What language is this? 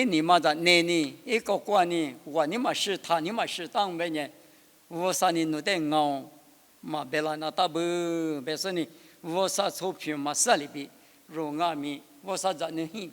Lisu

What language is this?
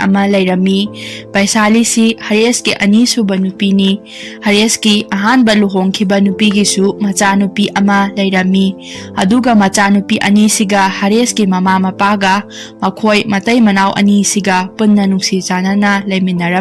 Manipuri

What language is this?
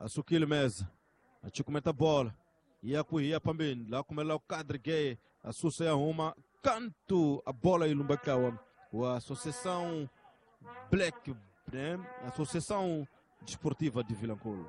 Tsonga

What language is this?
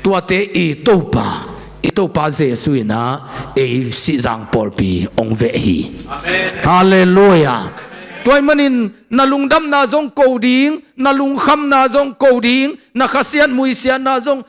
Tedim Chin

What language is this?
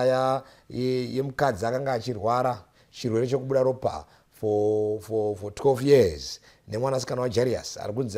Shona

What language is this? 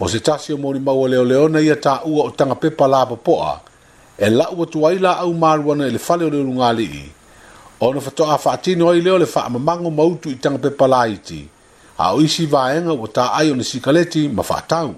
Samoan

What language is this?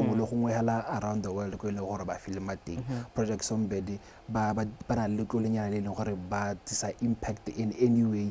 Tswana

